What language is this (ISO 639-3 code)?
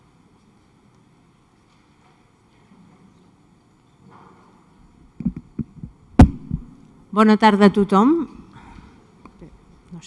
cat